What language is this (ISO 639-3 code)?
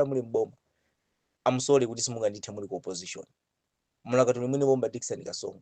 nya